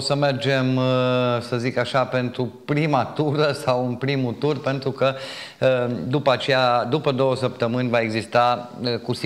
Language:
Romanian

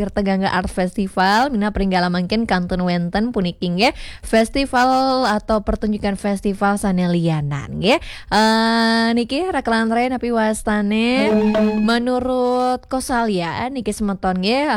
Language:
Balinese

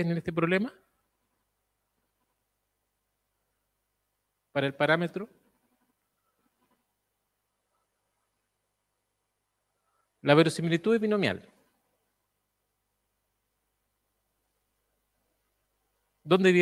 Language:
Spanish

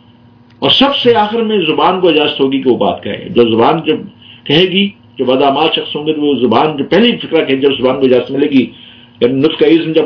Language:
Urdu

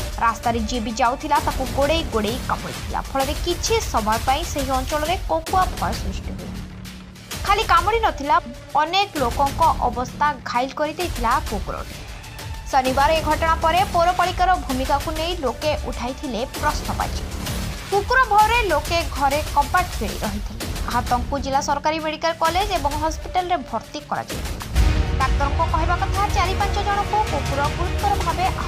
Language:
Odia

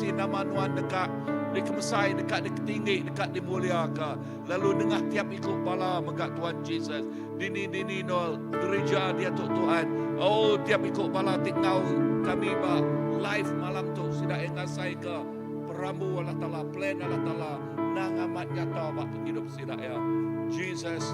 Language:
Iban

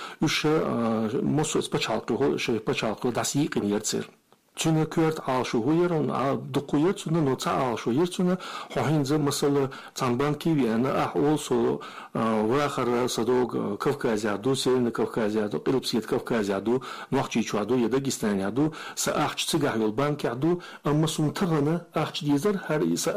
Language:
Chechen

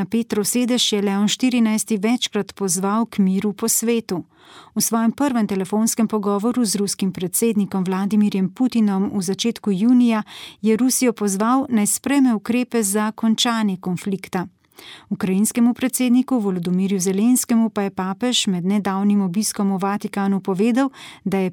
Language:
Slovenian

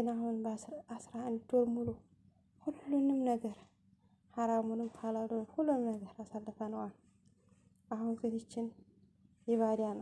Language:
Amharic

